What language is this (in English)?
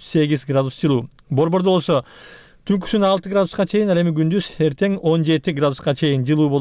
Kyrgyz